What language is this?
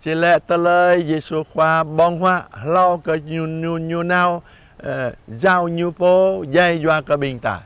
Jarai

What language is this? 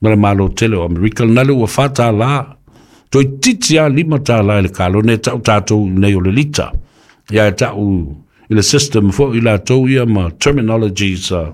Samoan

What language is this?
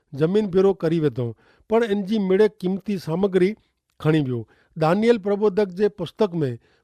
Kachhi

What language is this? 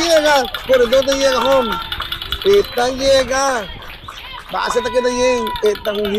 Papiamento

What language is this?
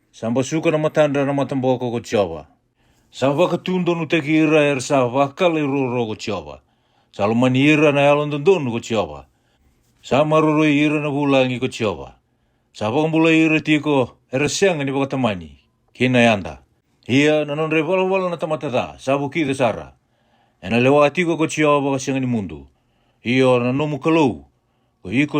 Fijian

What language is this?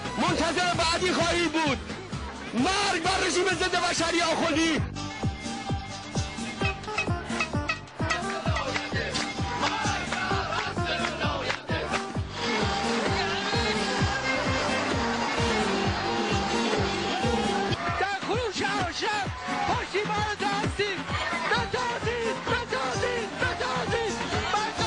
Persian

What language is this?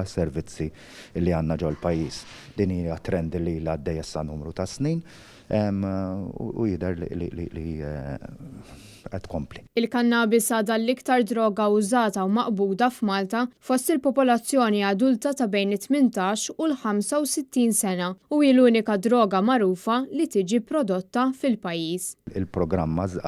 Maltese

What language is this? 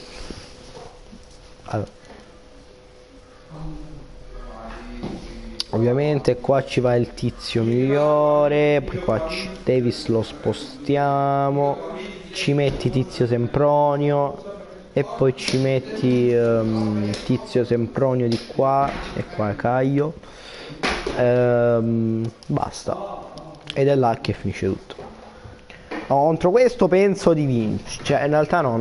Italian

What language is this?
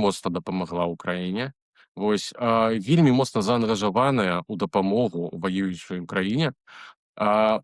Belarusian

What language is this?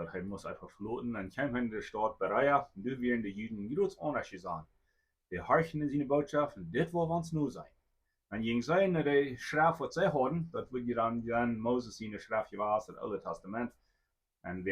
Plautdietsch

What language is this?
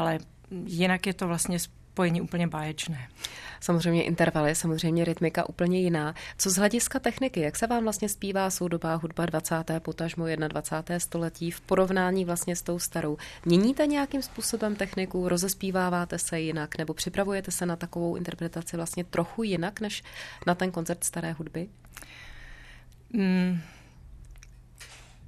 Czech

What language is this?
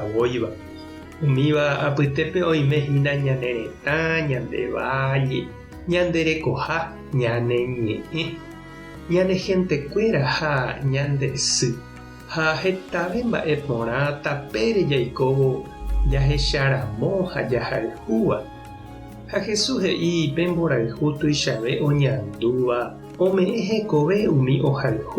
Guarani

